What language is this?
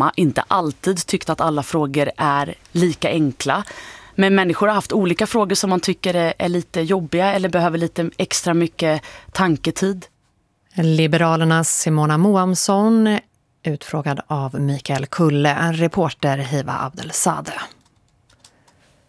Swedish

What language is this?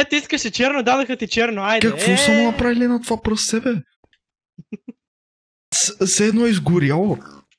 Bulgarian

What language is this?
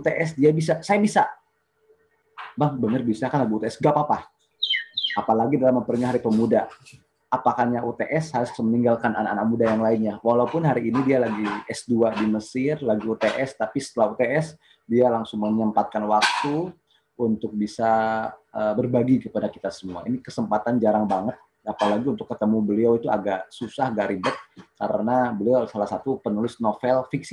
Indonesian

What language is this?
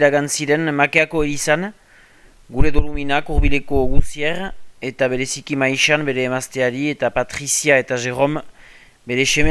Basque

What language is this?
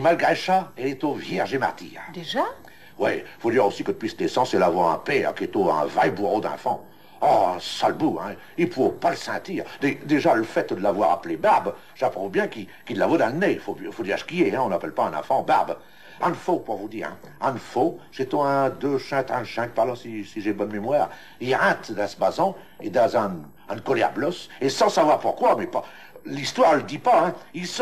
Picard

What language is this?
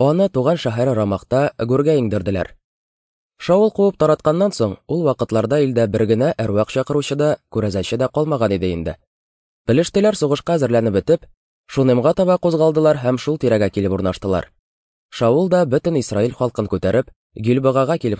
Tatar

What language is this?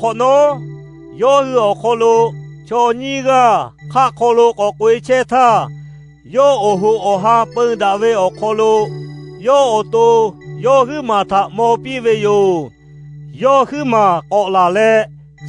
Lahu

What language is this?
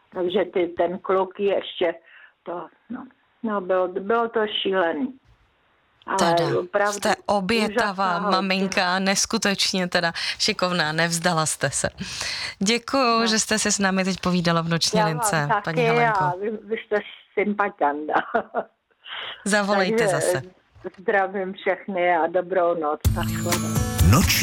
Czech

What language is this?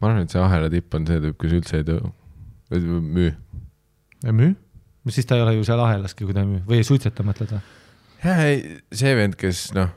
Estonian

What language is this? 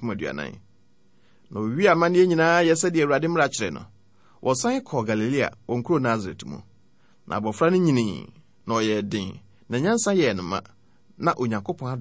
Akan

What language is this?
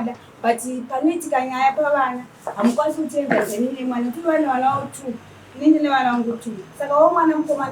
Shona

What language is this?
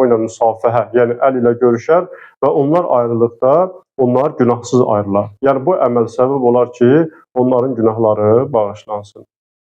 Azerbaijani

